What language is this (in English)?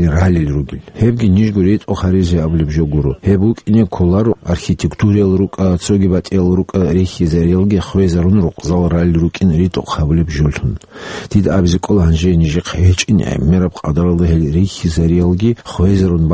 Avaric